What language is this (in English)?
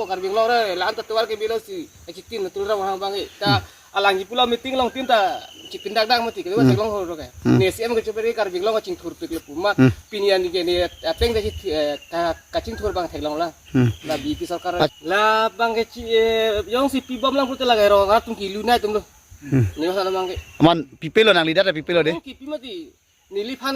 Karbi